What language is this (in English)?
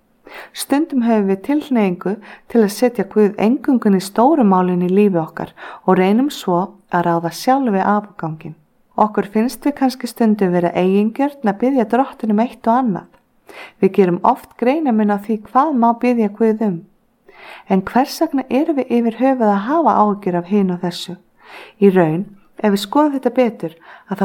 Icelandic